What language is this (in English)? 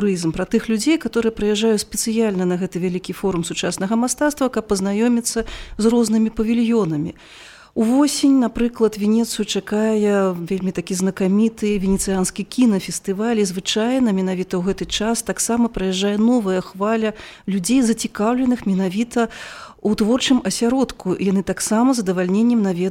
Belarusian